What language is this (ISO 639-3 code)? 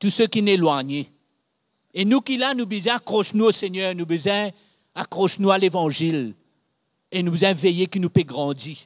mfe